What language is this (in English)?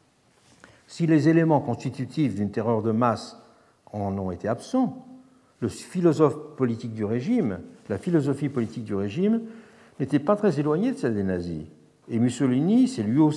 French